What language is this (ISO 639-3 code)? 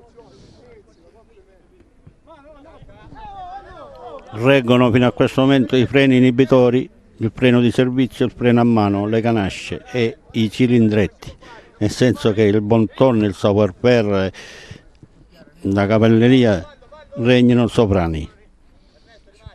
ita